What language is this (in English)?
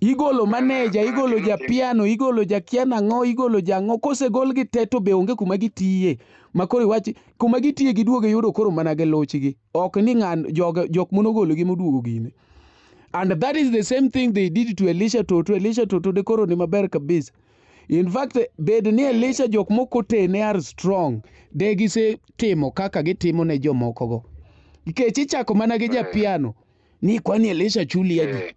Luo (Kenya and Tanzania)